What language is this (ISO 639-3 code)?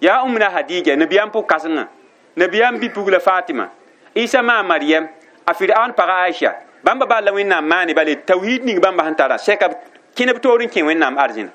mos